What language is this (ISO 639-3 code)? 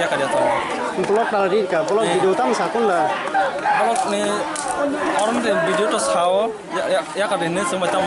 trp